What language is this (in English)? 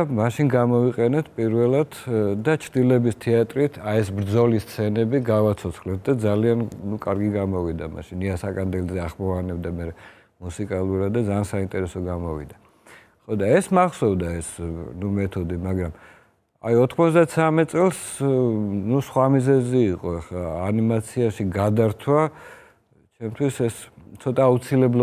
Georgian